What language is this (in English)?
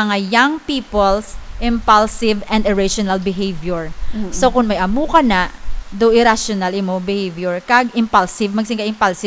Hiligaynon